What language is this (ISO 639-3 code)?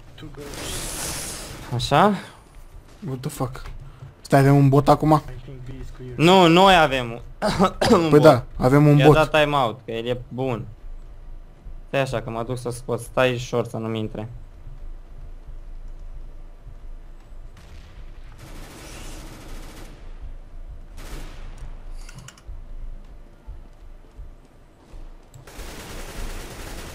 ron